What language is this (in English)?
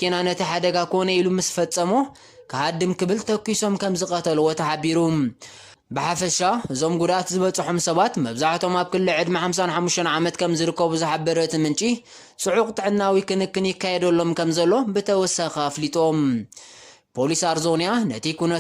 Tigrinya